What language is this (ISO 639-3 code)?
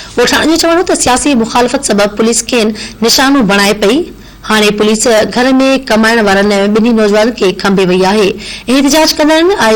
snd